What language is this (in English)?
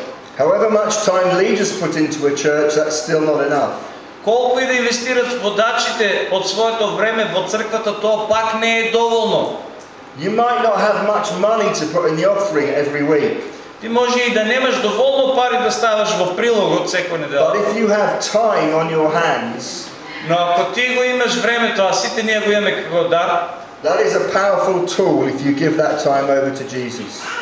Macedonian